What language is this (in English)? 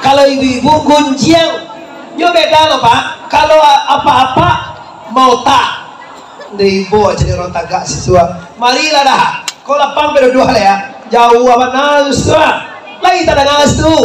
Minangkabau